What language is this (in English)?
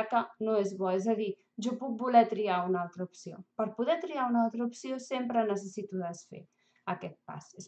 Catalan